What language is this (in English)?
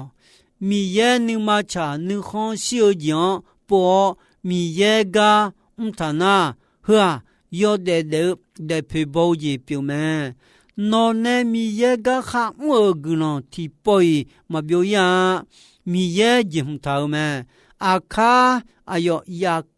Akha